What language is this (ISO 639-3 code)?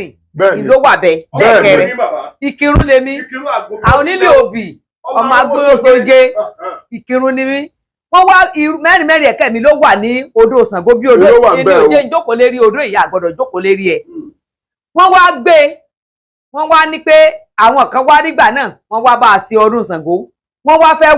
yor